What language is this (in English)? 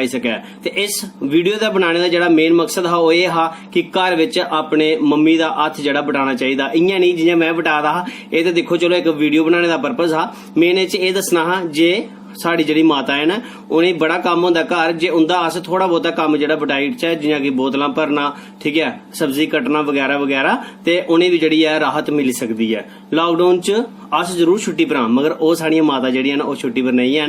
Dogri